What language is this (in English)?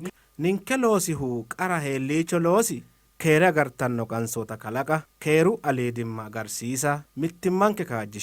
Sidamo